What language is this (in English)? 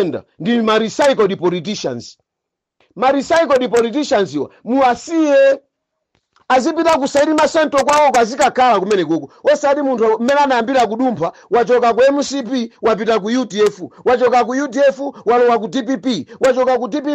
Nyanja